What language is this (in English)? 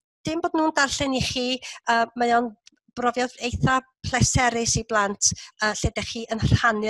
Welsh